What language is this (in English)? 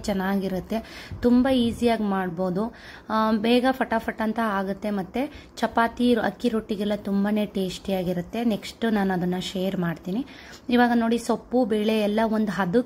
Kannada